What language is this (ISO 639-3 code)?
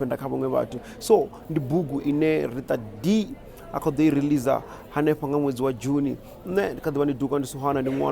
ven